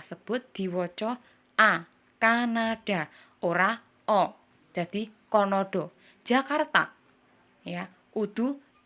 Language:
Javanese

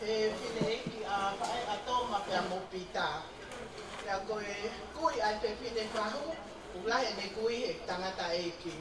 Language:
Tongan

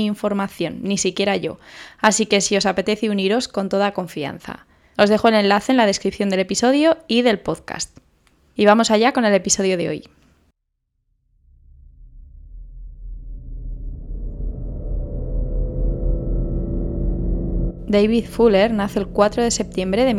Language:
Spanish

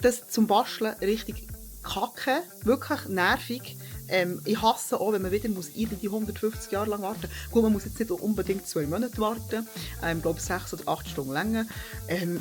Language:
Swiss German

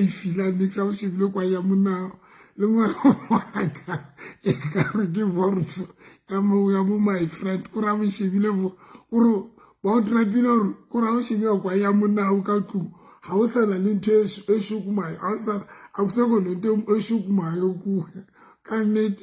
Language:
Southern Sotho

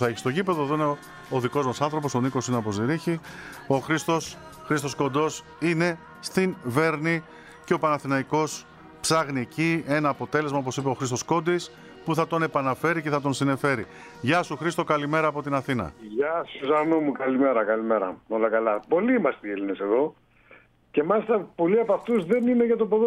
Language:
Greek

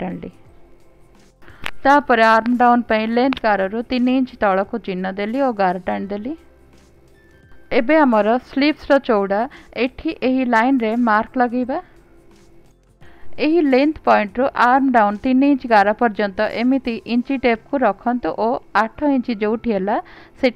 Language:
Odia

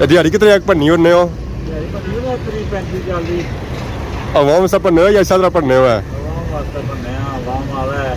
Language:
Pahari-Potwari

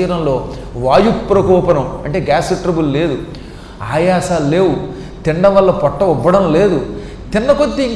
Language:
Telugu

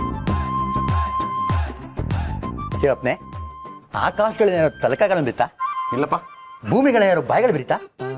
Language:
Kannada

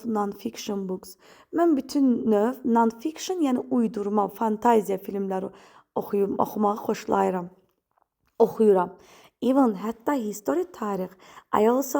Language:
Azerbaijani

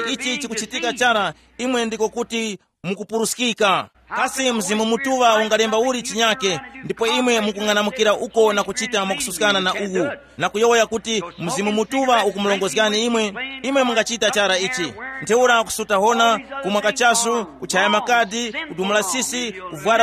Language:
Tumbuka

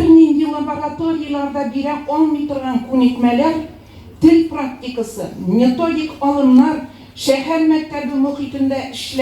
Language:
Tatar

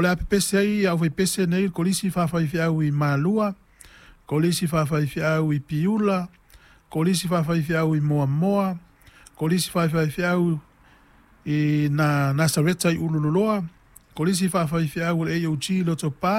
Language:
Samoan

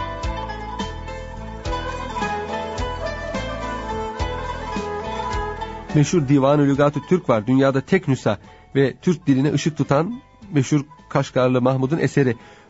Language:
Turkish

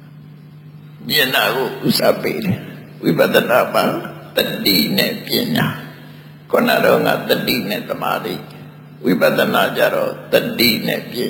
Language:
Burmese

